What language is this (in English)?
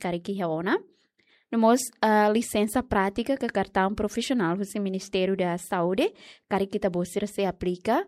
Tetum